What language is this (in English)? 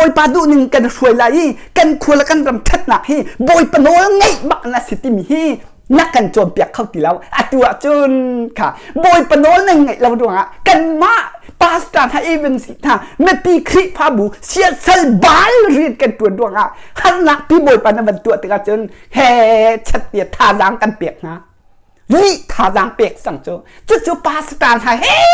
Hakha Chin